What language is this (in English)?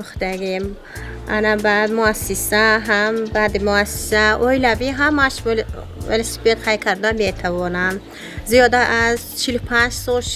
Tajik